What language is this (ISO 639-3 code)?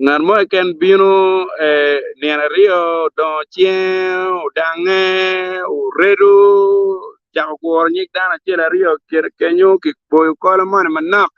ach